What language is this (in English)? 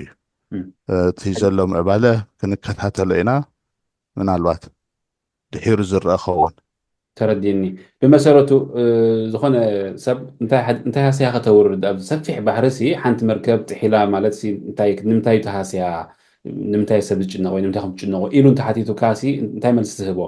Tigrinya